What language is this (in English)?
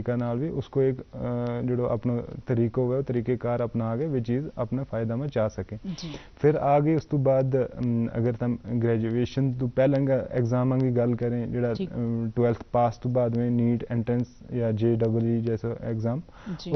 Gujari